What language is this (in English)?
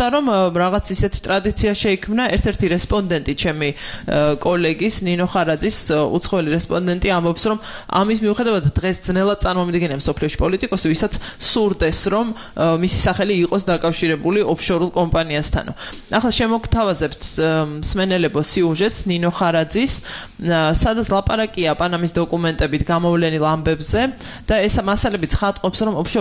Georgian